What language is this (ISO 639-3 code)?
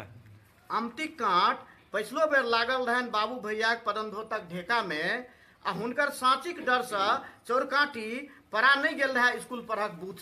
mai